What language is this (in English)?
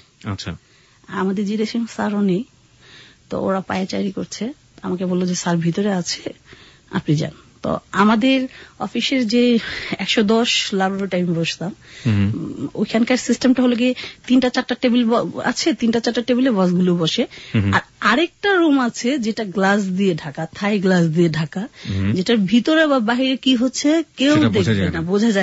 Bangla